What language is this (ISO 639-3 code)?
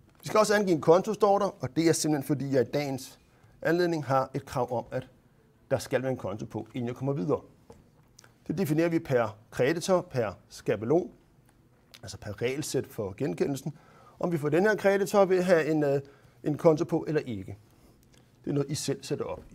dan